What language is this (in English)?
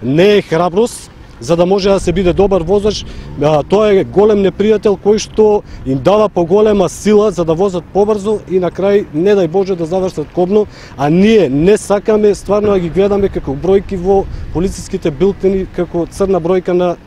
Macedonian